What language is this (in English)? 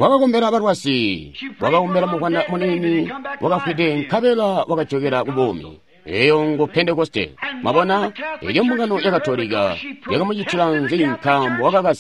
Tonga (Zambia)